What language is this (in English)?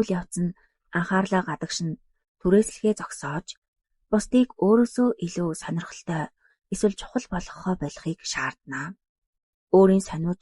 Mongolian